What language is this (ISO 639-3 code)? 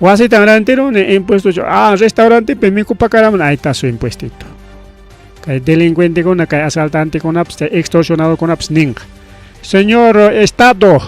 quy